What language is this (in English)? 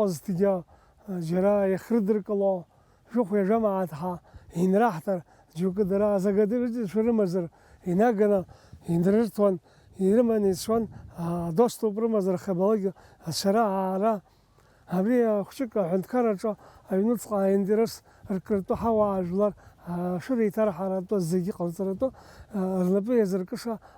Abkhazian